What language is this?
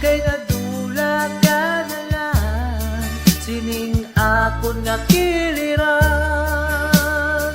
Hiligaynon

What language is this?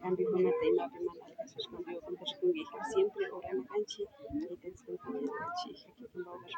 Imbabura Highland Quichua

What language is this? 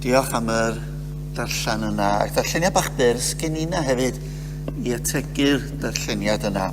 Welsh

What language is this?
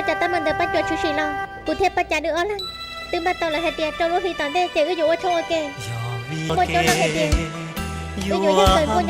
Hmong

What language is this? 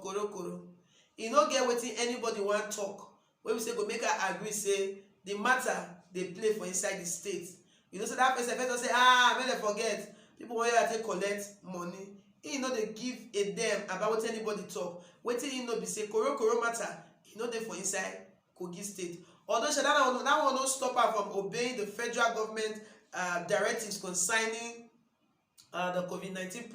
Nigerian Pidgin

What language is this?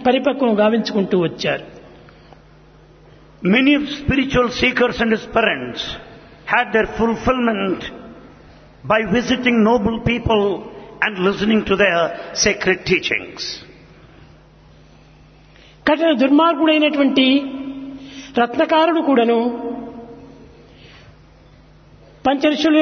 Telugu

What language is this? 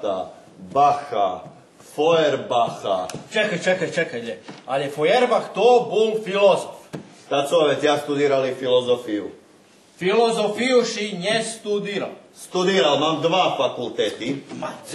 Croatian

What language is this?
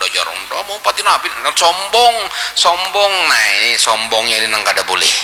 Banjar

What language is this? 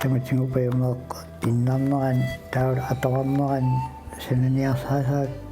Kalaallisut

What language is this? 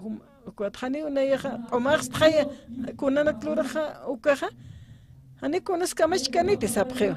Aymara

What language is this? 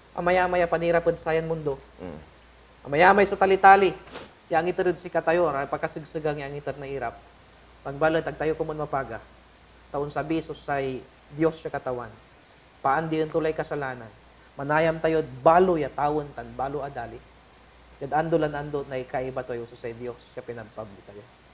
Pangasinan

